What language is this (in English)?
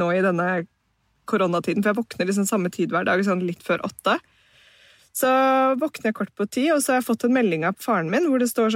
Norwegian